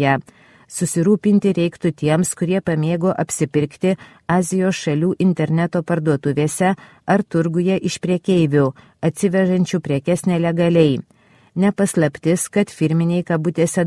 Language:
Lithuanian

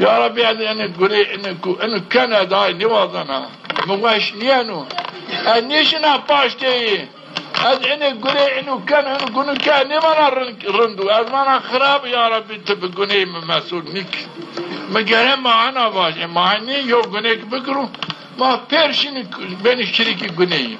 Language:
Zaza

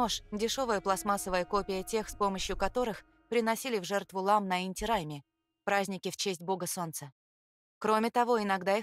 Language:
Russian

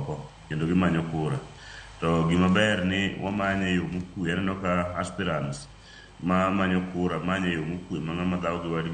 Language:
Luo (Kenya and Tanzania)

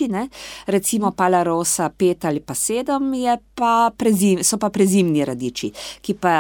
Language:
Slovenian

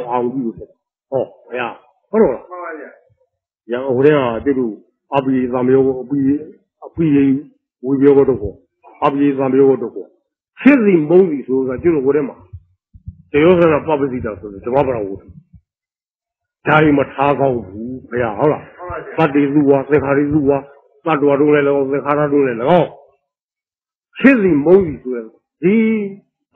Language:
Burmese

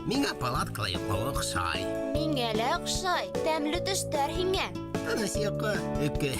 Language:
Bashkir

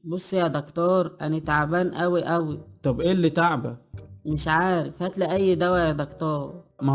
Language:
Egyptian Arabic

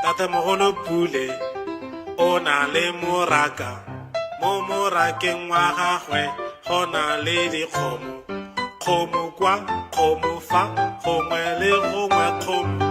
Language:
Tswana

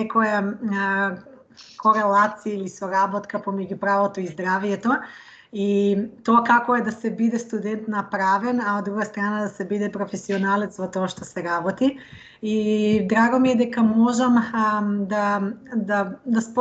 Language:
Macedonian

